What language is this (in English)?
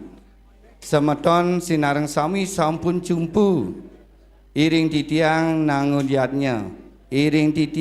Balinese